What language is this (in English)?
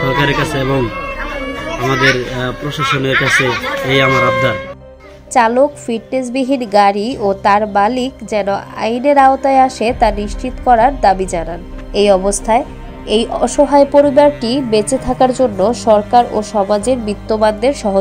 Bangla